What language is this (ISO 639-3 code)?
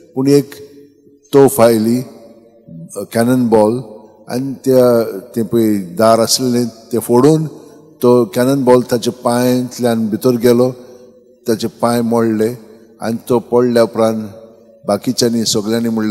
kok